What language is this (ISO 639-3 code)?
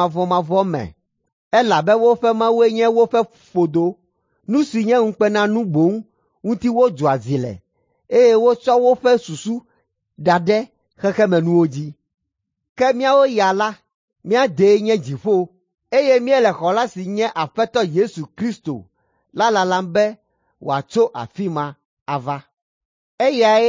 ewe